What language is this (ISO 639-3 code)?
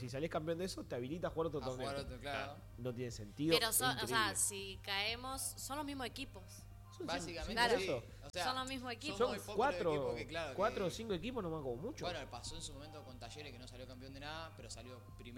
spa